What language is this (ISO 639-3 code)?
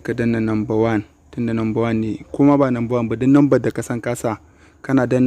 hau